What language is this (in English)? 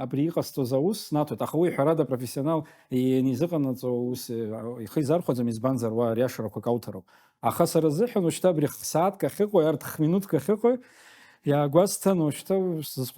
Abkhazian